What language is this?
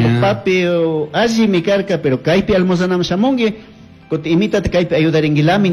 Chimborazo Highland Quichua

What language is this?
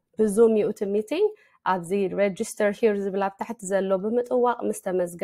Tigrinya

